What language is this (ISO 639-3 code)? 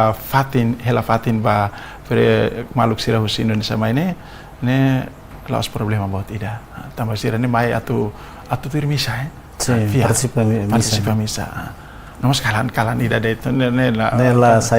tet